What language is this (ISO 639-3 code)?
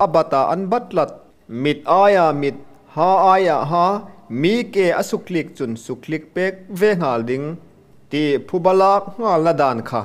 hmr